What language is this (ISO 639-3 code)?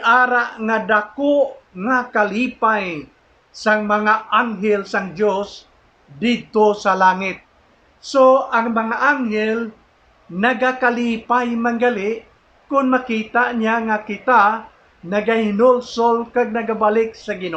hil